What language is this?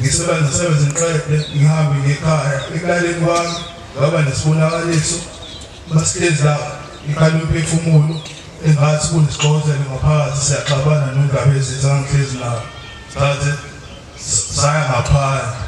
Zulu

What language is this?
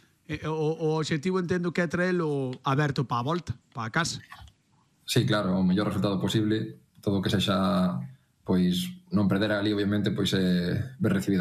Galician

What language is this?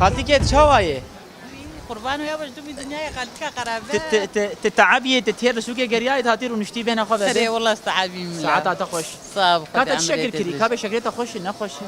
Kurdish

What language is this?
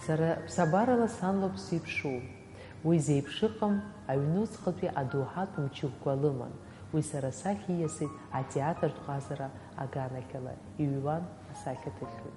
Abkhazian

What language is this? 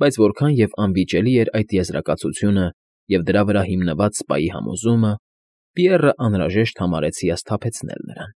Armenian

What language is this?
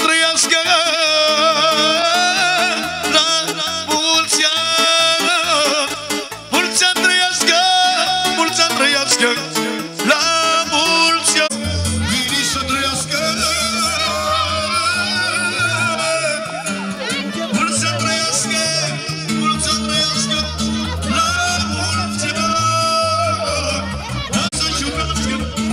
Romanian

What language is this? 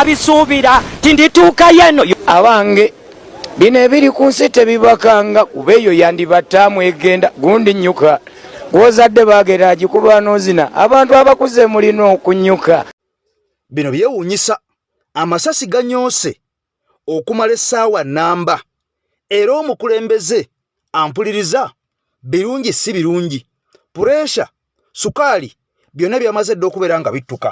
Ganda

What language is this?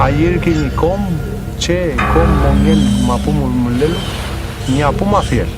Mapuche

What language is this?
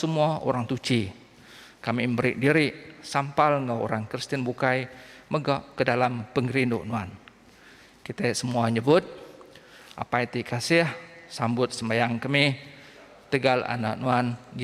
Iban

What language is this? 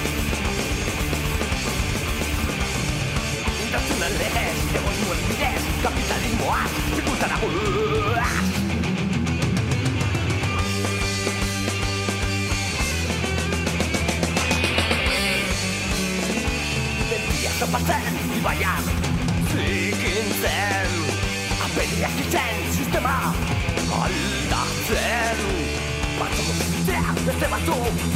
Basque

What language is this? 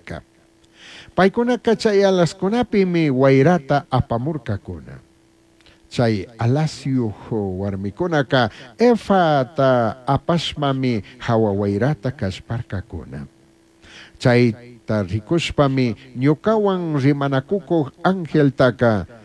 Chimborazo Highland Quichua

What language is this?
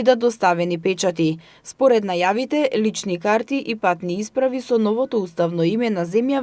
Macedonian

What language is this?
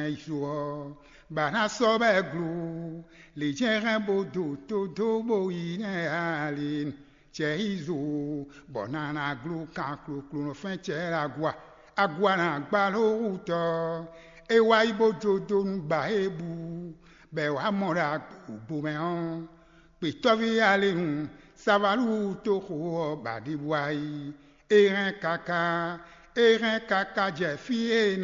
Fon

